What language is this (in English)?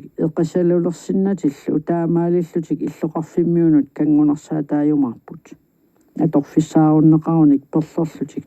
Kalaallisut